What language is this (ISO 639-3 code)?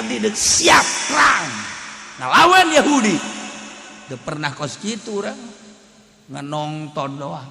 sun